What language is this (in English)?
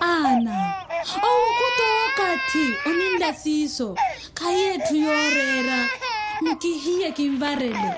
Makhuwa